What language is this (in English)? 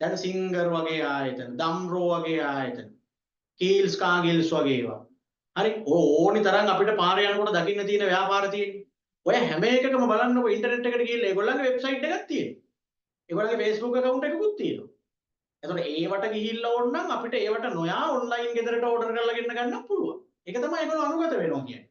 Sinhala